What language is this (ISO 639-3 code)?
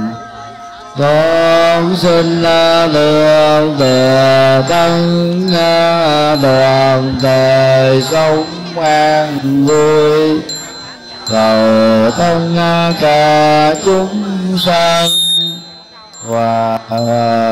vie